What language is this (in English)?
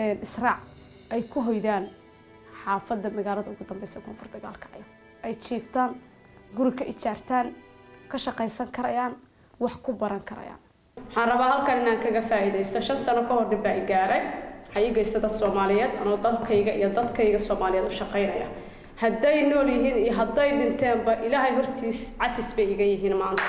Somali